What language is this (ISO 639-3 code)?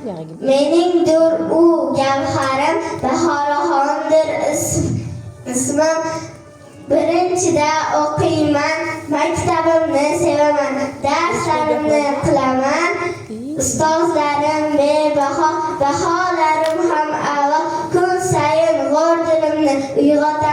uzb